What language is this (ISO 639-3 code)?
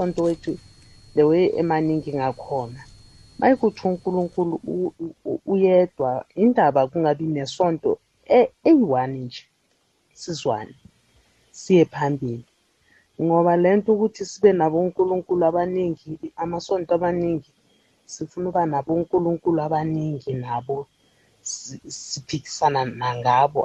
nbl